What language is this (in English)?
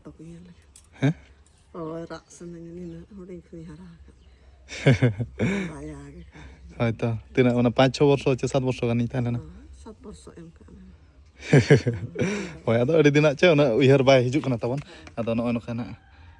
Santali